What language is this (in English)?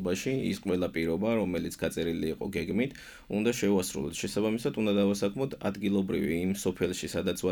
Georgian